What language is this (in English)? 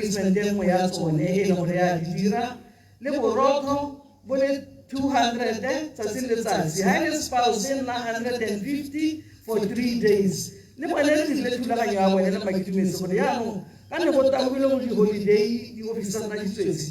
Tswana